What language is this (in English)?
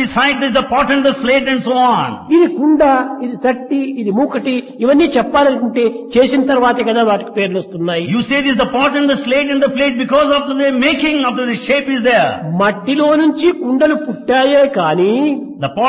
Telugu